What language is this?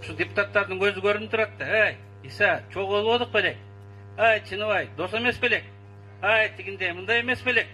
Kyrgyz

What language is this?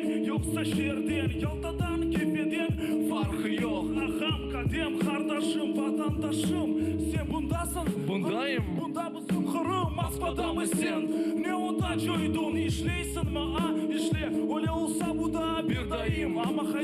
Crimean Tatar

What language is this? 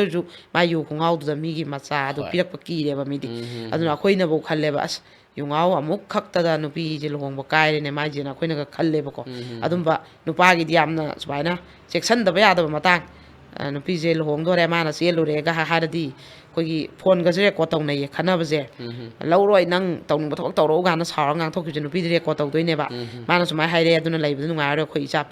Manipuri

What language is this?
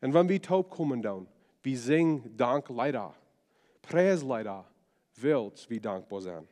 Plautdietsch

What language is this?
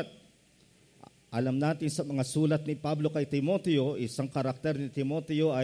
Filipino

